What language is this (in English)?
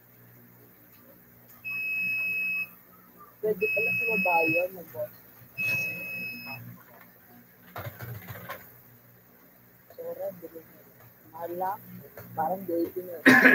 Filipino